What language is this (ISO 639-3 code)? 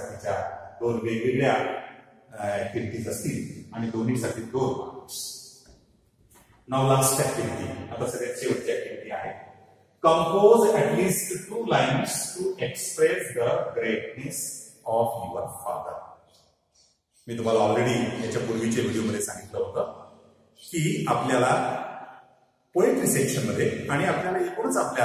mar